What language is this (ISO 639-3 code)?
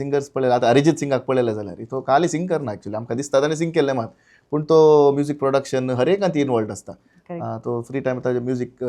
kok